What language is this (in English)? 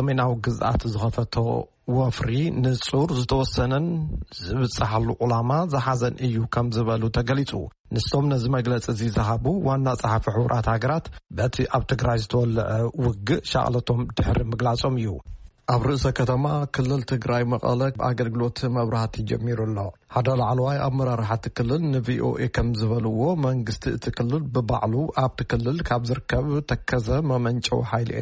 Tigrinya